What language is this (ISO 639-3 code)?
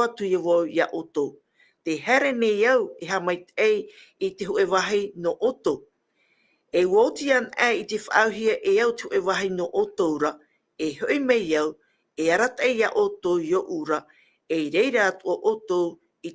tah